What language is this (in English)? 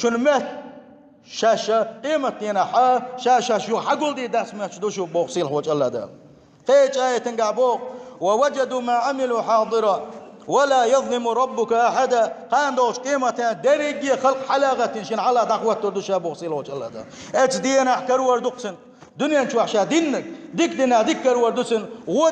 Chechen